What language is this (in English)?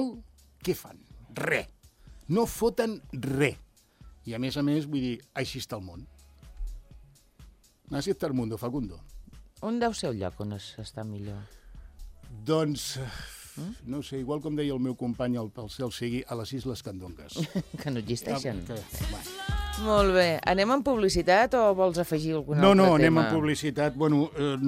Catalan